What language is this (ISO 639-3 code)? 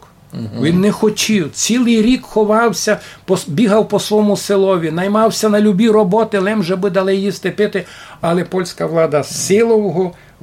rue